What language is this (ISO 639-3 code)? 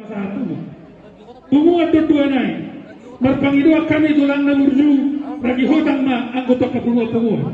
bbc